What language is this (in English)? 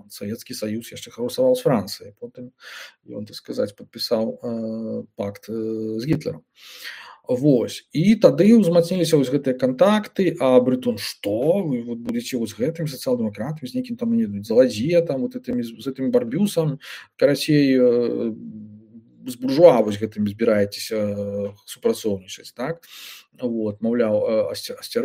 Belarusian